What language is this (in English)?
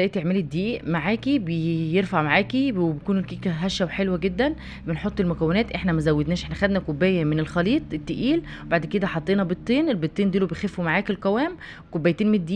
Egyptian Arabic